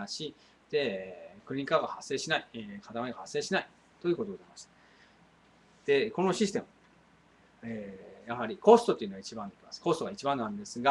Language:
Japanese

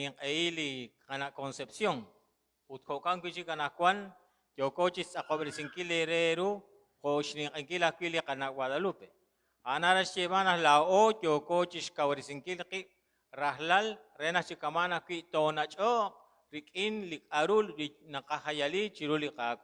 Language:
Kekchí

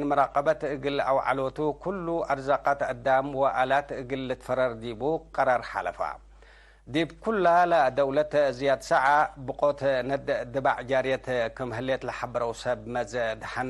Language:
Tigre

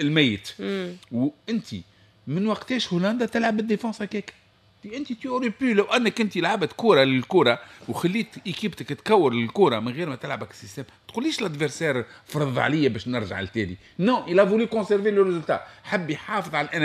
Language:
Tunisian Arabic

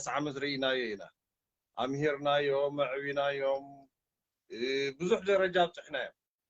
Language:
Tigrinya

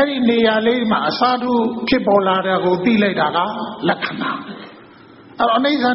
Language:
Burmese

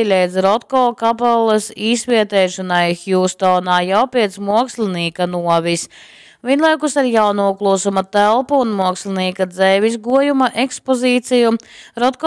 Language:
Latgalian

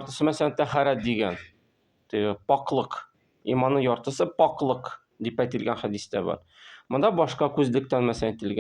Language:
Tatar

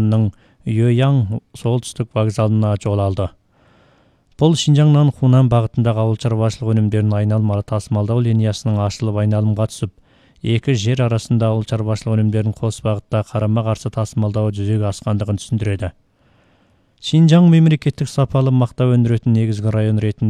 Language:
Kazakh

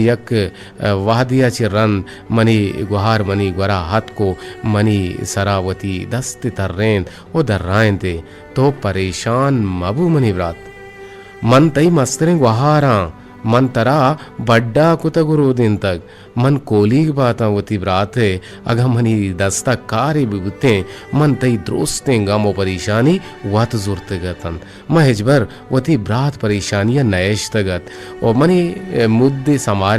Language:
Eastern Balochi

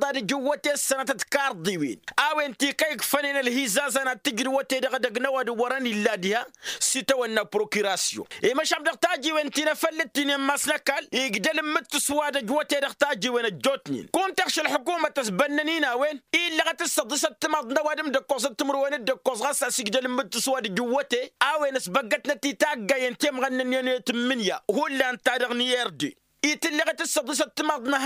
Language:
Tamasheq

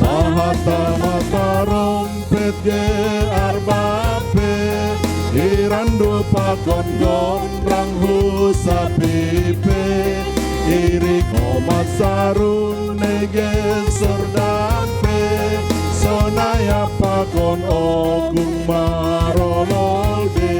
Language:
Batak Simalungun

